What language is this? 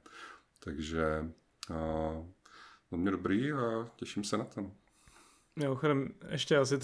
Czech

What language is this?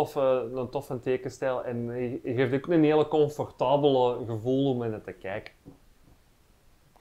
Dutch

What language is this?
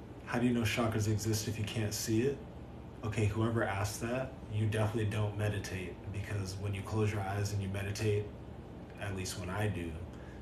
English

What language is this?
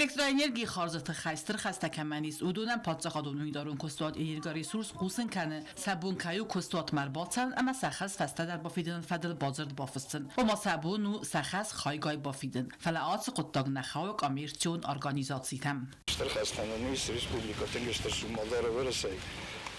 Ossetic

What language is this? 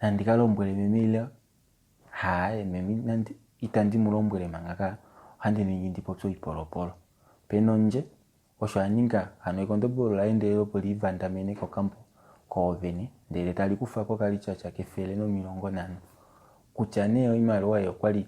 Kuanyama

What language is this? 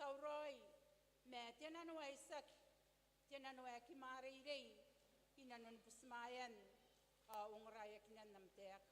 Gilbertese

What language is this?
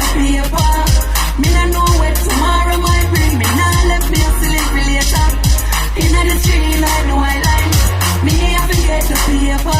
Jamaican Creole English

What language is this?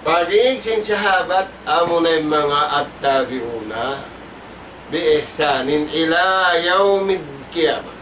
Tausug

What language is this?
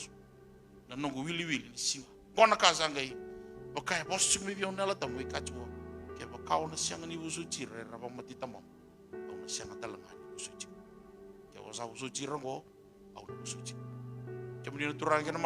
Fijian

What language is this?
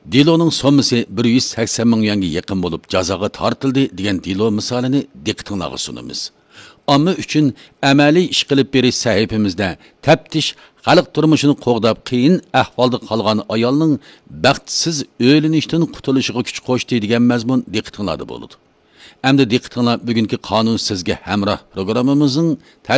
Uyghur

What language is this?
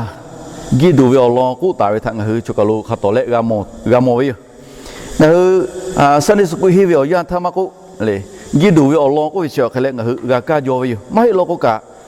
Lahu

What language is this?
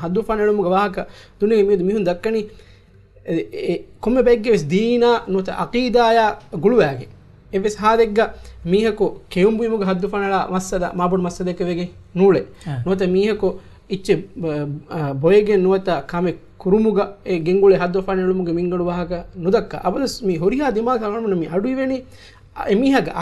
Divehi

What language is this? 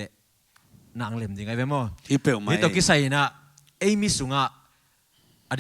Tedim Chin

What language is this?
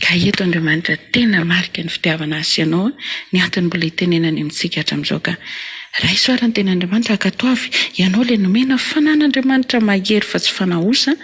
Malagasy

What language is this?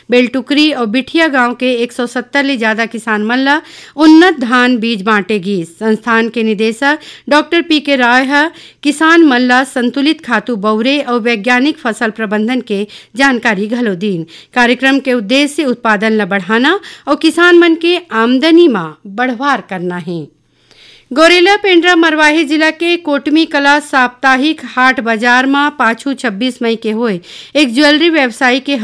Chhattisgarhi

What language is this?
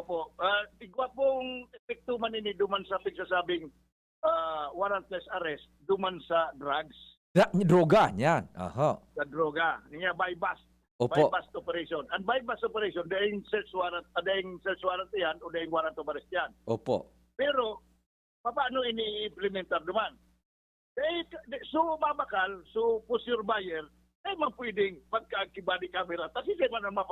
Bikol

